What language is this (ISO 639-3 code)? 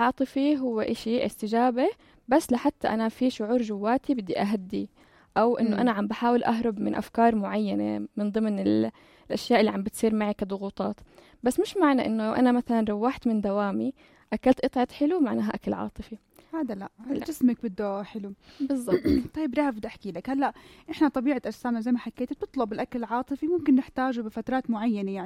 apc